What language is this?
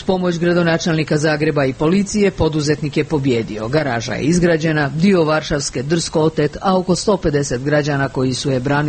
Croatian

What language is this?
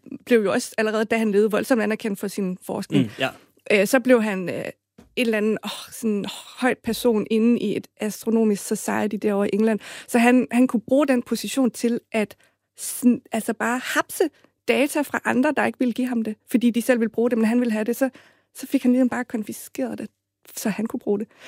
Danish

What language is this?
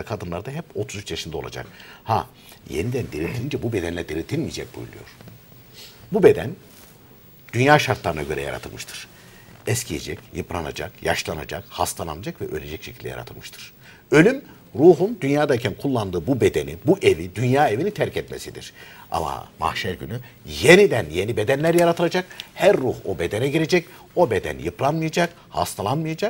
Turkish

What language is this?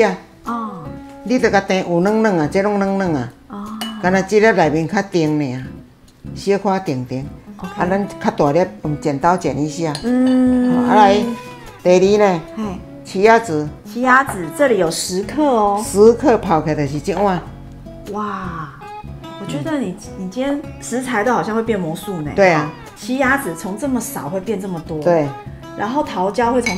Chinese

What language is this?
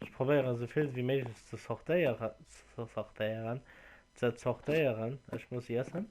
Luxembourgish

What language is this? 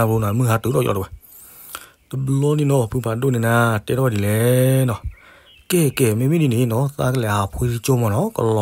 S'gaw Karen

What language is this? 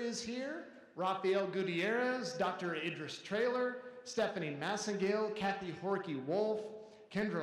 English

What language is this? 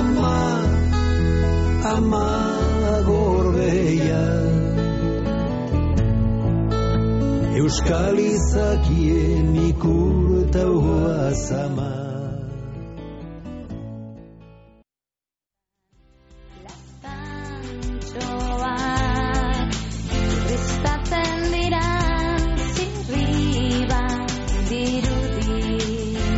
Basque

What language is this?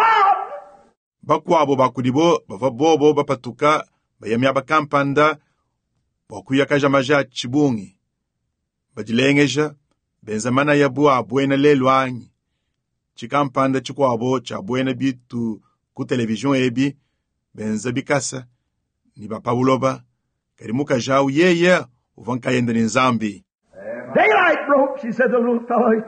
Luba-Lulua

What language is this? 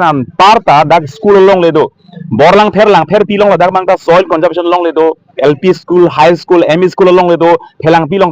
Karbi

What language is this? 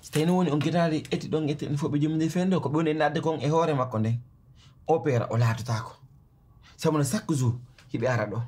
Pular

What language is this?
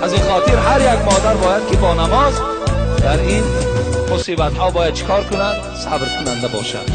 Tajik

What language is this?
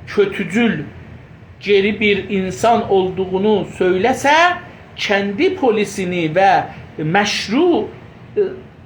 South Azerbaijani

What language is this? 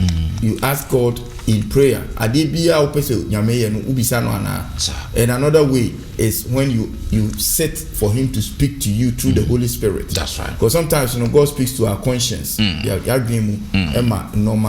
Akan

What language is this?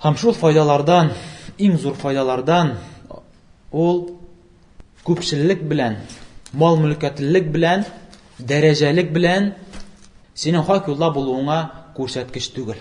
Tatar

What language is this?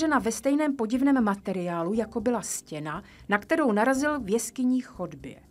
Czech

